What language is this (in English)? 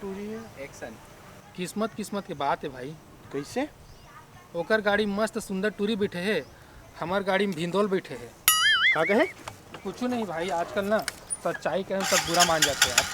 Chhattisgarhi